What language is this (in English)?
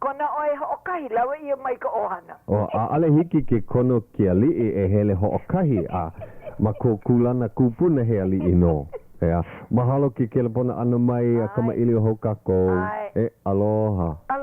Hawaiian